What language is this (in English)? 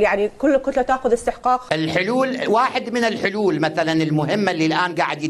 Mesopotamian Arabic